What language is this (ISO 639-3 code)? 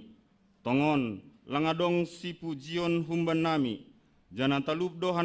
bts